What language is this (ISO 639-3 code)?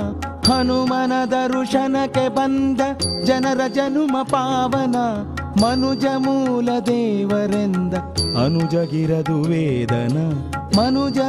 kan